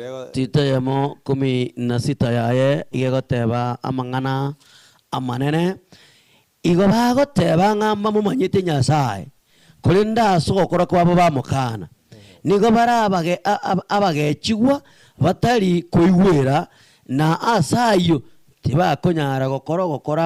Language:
Gusii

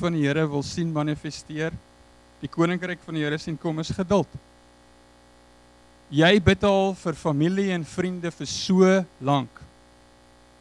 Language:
Afrikaans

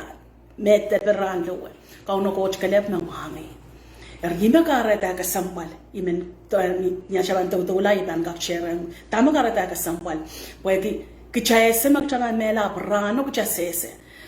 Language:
Pohnpeian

